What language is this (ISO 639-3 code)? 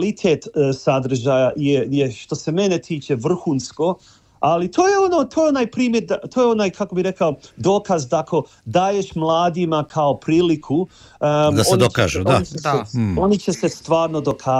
hrv